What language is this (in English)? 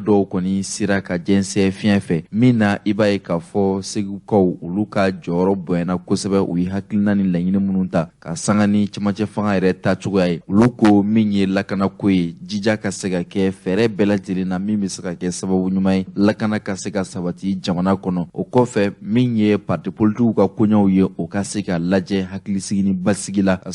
Bambara